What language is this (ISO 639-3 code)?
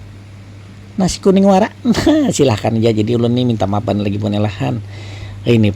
bjn